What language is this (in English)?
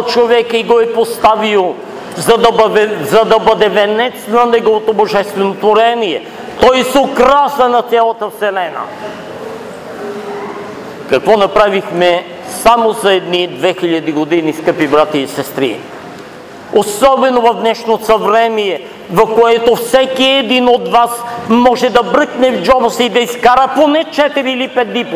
Bulgarian